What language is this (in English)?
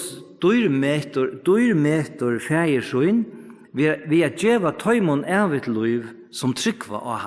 Faroese